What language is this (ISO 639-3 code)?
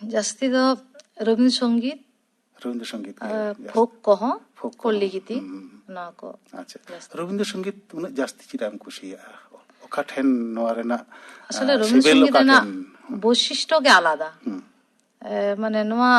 sat